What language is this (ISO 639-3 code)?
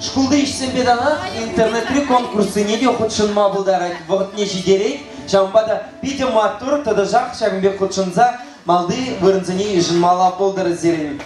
chv